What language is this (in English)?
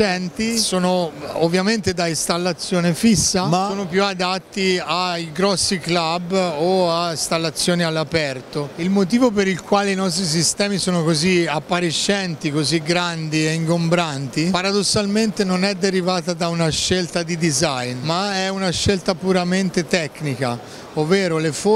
Italian